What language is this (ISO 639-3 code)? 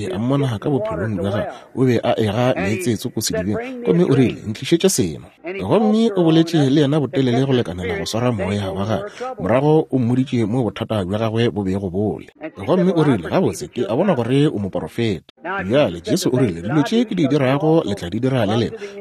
nso